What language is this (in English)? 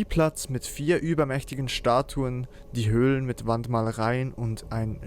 Swiss German